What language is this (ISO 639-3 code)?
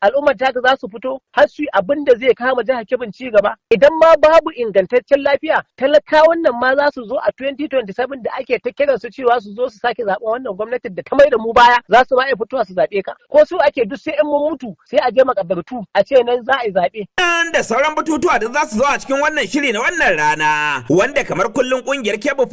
hau